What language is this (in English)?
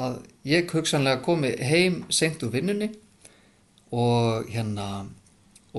Icelandic